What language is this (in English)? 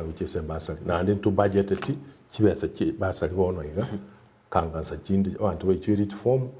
Gusii